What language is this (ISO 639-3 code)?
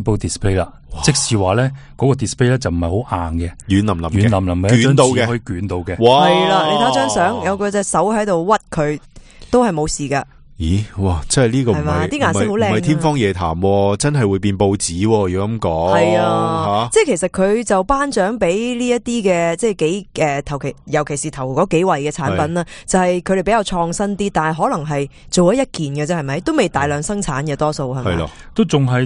yue